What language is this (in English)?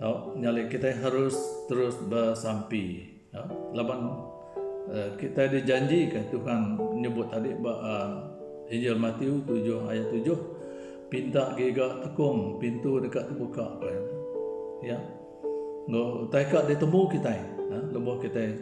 Iban